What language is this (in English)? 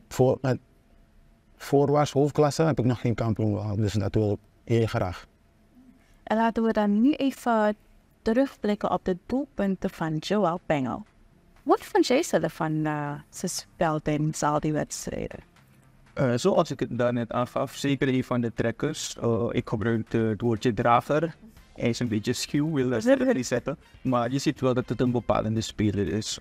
Dutch